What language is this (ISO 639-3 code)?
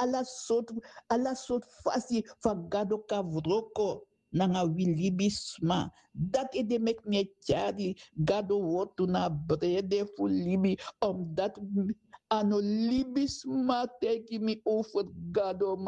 srn